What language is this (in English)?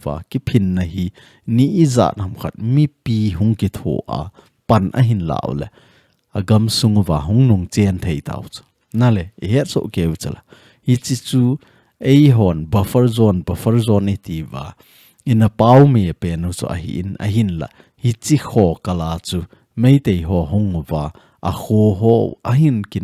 Thado Chin